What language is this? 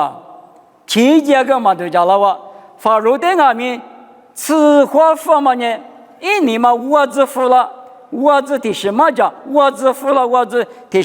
Lisu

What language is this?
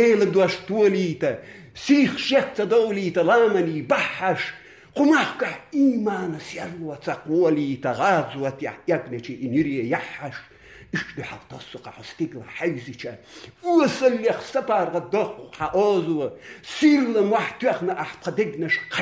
Chechen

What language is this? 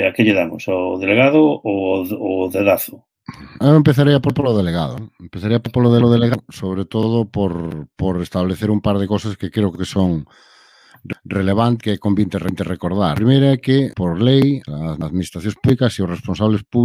Galician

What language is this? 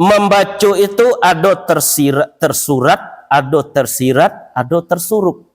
Minangkabau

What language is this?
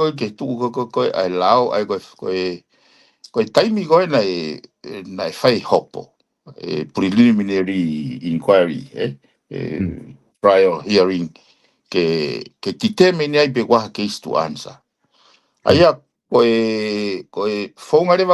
Tongan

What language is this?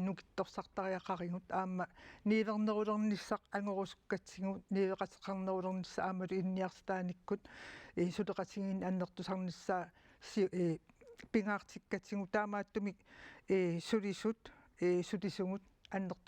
Kalaallisut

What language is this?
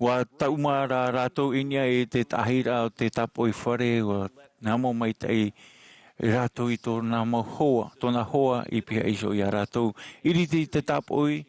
Tahitian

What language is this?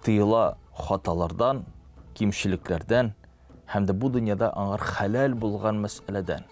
Tatar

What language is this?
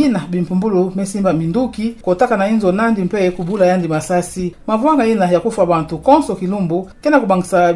Kituba (Democratic Republic of Congo)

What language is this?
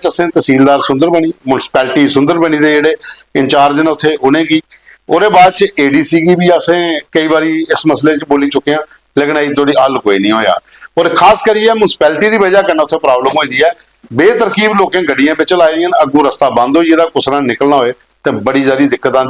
Dogri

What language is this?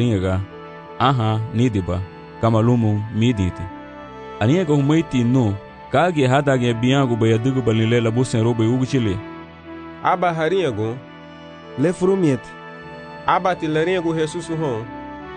Garifuna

